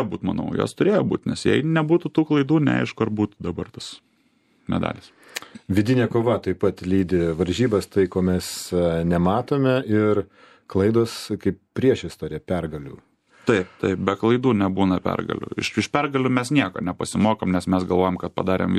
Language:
Lithuanian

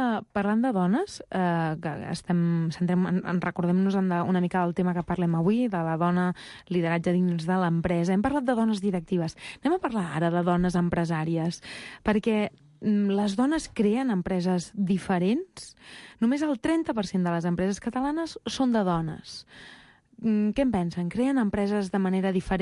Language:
Catalan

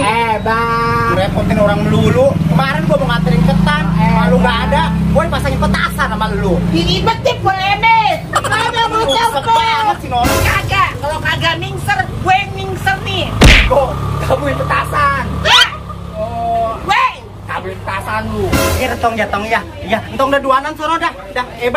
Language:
Betawi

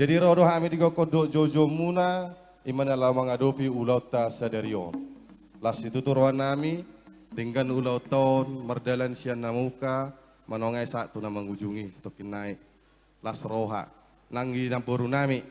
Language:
Batak Toba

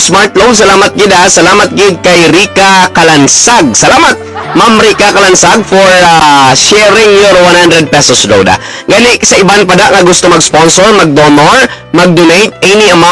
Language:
Hiligaynon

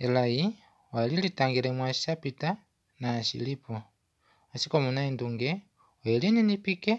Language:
Kuanyama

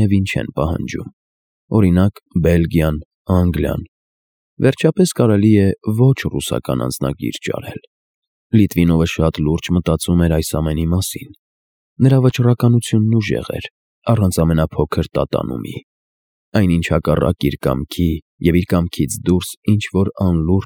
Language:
Armenian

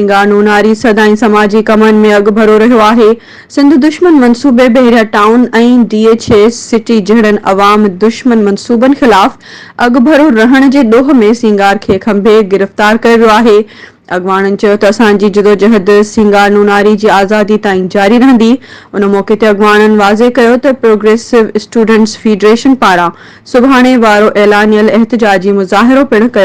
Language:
Sindhi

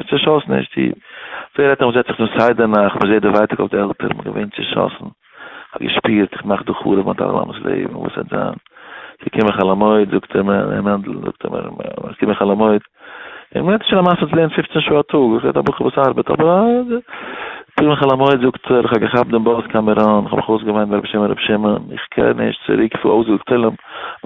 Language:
Yiddish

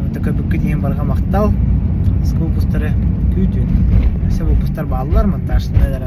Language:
Yakut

